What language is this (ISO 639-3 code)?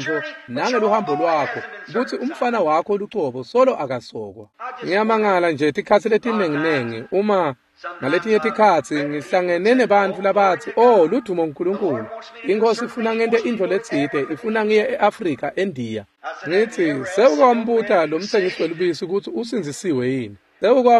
ssw